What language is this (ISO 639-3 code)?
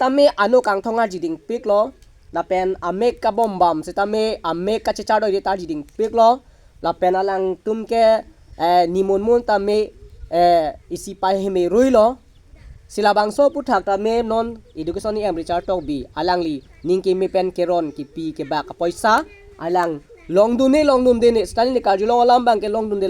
mjw